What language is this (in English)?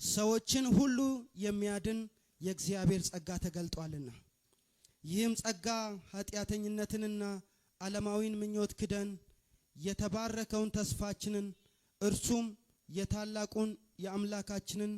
Amharic